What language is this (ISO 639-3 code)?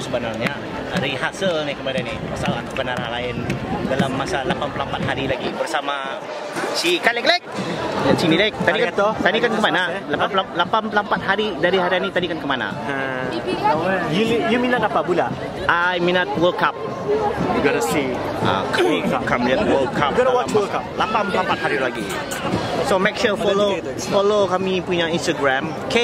msa